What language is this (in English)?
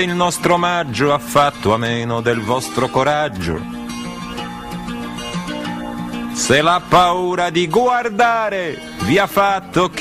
Italian